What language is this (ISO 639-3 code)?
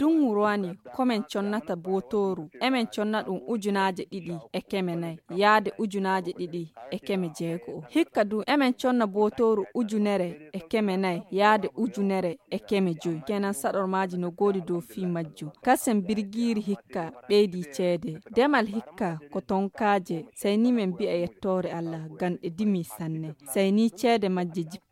ful